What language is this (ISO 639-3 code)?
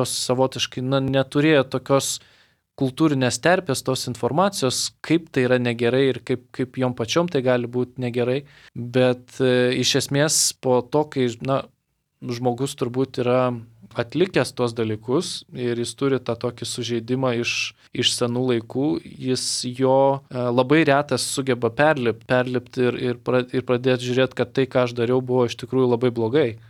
lit